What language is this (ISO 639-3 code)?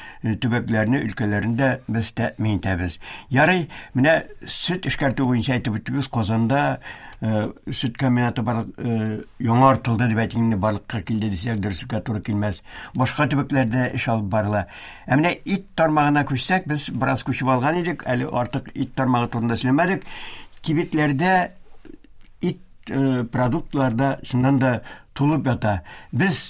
tat